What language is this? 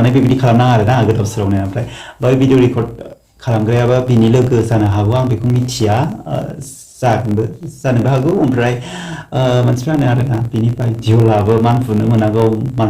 Bodo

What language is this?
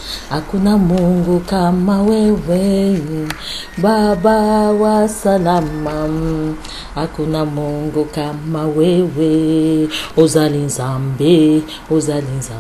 Lingala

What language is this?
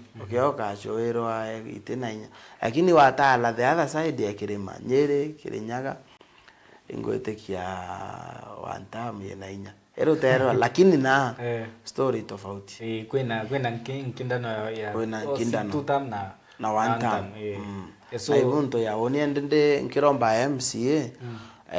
Meru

